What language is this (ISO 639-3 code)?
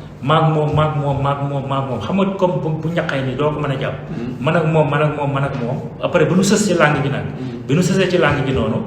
wol